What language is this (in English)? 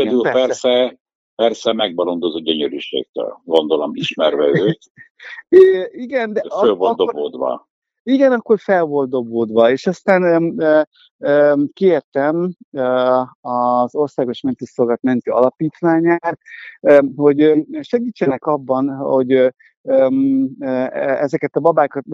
Hungarian